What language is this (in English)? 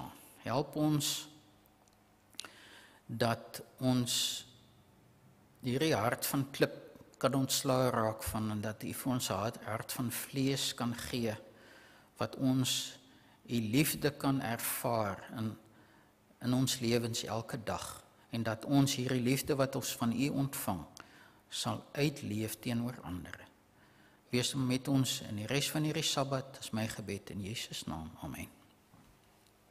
Afrikaans